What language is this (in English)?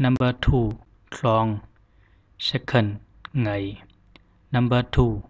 Zhuang